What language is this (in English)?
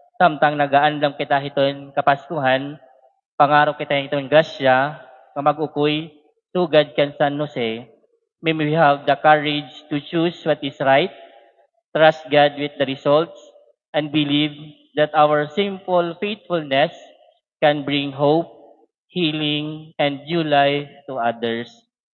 Waray